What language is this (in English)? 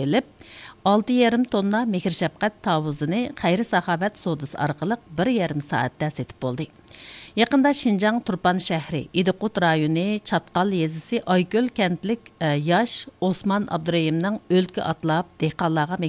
Uyghur